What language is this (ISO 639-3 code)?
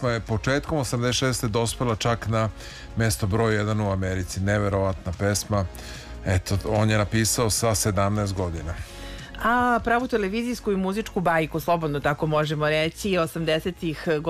srp